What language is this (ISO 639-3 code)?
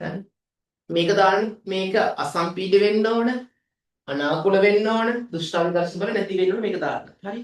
sin